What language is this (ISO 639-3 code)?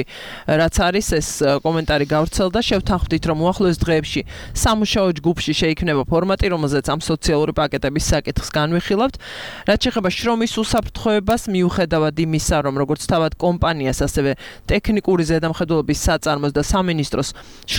kat